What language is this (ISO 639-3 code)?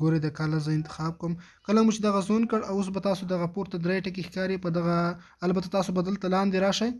pus